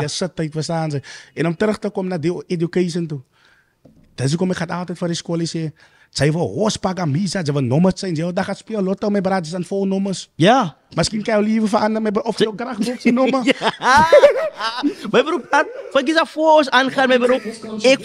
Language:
Afrikaans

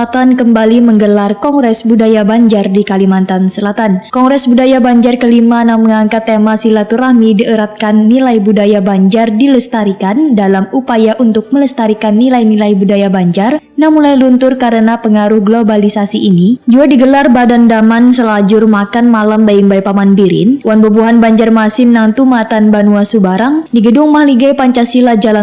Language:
Banjar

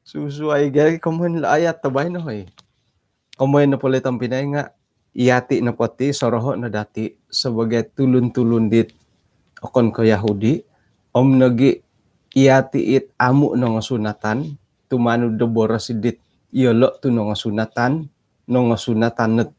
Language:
Central Dusun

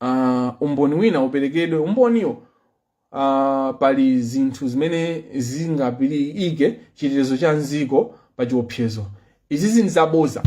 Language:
Nyanja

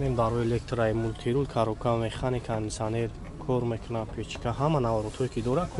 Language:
Tajik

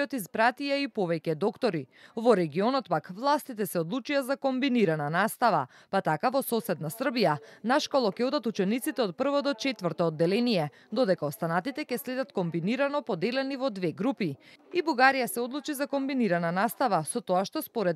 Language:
Macedonian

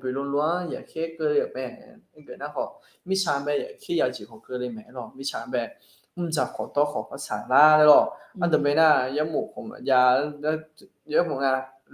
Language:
Akha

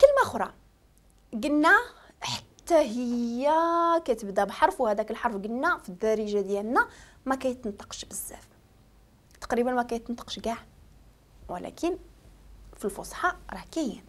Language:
Moroccan Arabic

